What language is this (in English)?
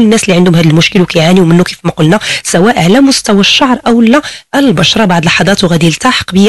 Moroccan Arabic